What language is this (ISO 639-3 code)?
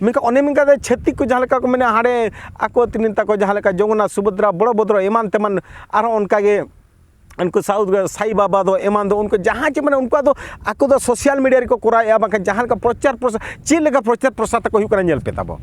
sat